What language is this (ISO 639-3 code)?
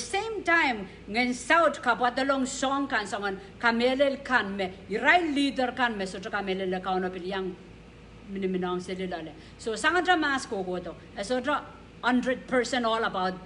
pon